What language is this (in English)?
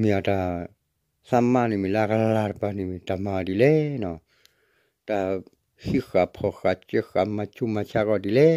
S'gaw Karen